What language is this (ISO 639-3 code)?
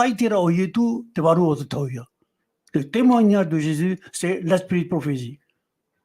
tah